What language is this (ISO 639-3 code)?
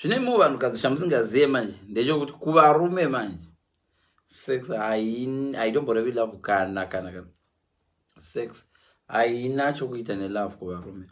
sna